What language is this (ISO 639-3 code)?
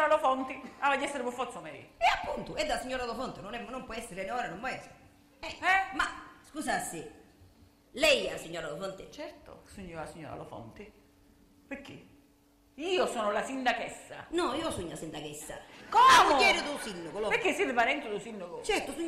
scn